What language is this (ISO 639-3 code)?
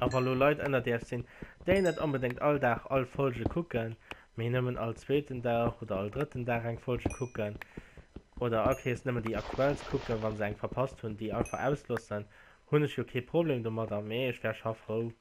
ltz